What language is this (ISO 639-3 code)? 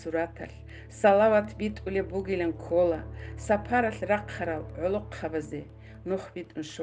ava